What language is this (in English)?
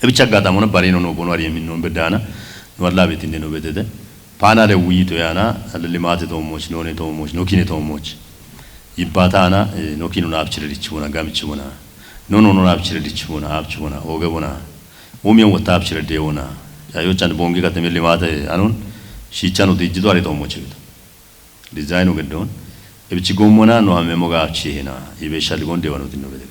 Kafa